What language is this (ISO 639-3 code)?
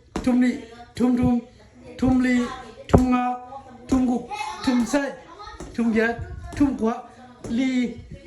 ctd